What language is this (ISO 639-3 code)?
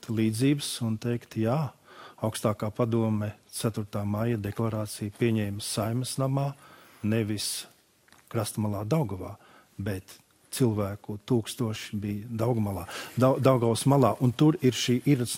lav